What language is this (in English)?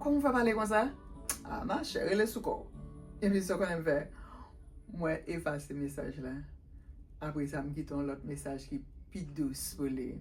Haitian Creole